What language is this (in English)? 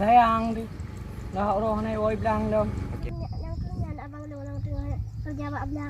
Achinese